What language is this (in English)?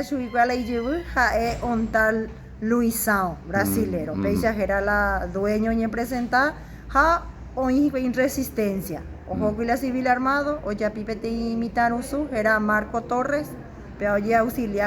Guarani